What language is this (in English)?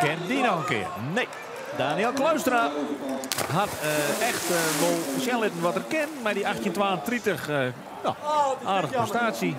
Western Frisian